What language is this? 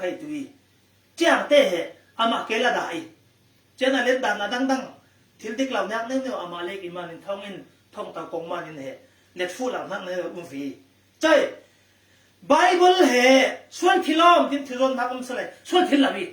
Falam Chin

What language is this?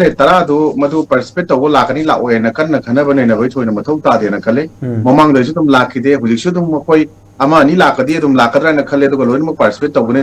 Manipuri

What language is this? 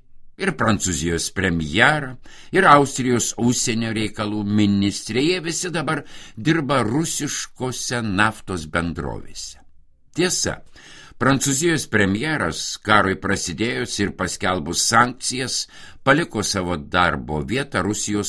Lithuanian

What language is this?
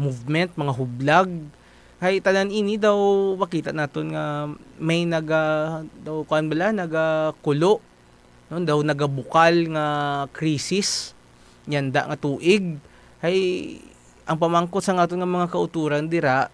Hiligaynon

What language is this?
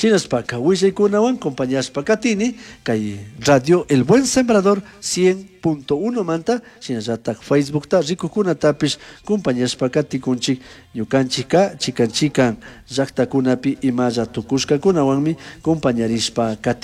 Chimborazo Highland Quichua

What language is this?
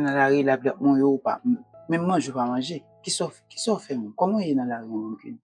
Haitian Creole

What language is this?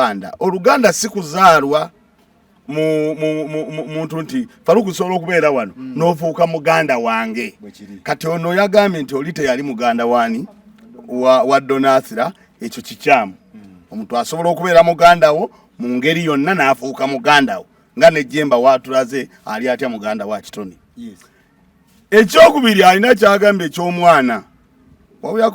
Ganda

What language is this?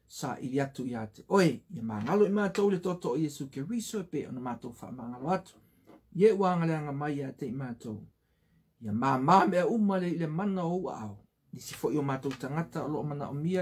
Samoan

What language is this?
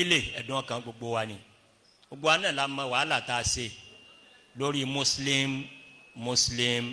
Yoruba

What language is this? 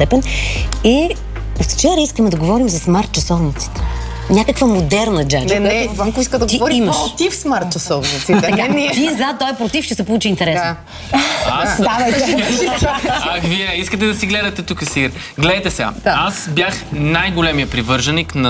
Bulgarian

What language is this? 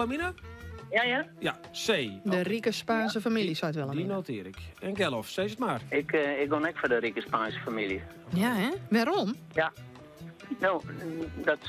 Western Frisian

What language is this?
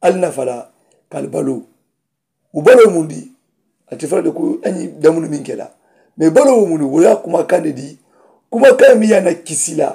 Mandingo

